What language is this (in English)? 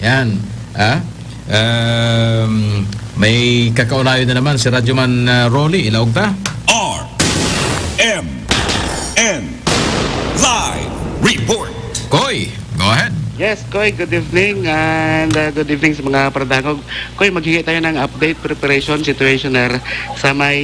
Bikol